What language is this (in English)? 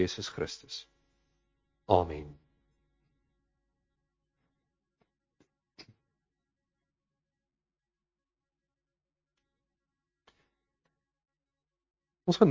Afrikaans